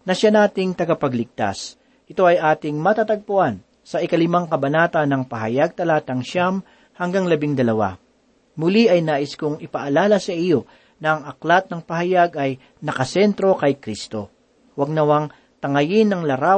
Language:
Filipino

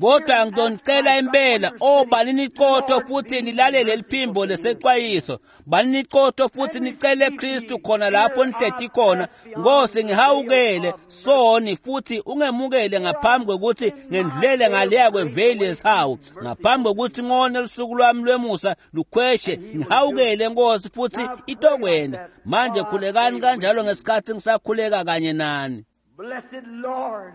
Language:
Swati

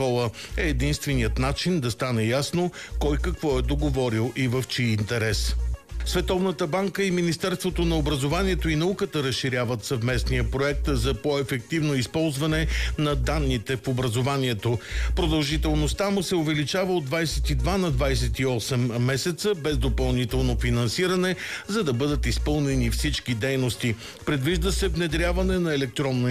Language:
Bulgarian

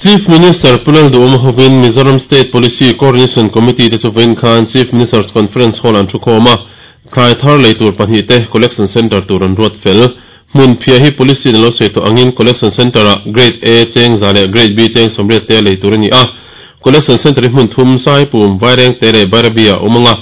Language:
Mizo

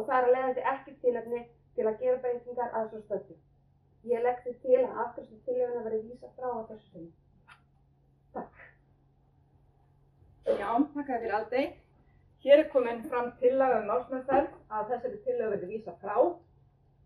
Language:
Icelandic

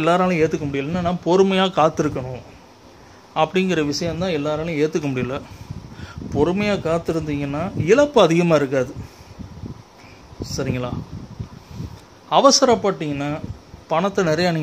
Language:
Tamil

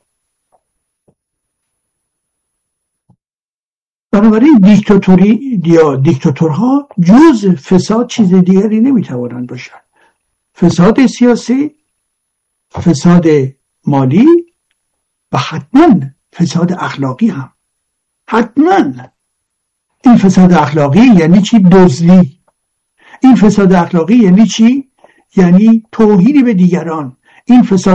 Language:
Persian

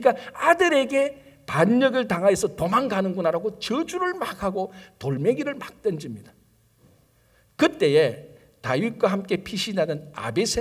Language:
Korean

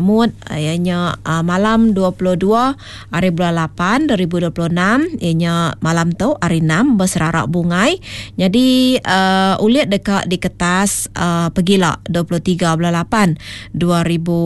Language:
Iban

